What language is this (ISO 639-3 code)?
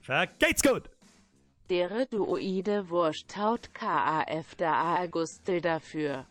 bar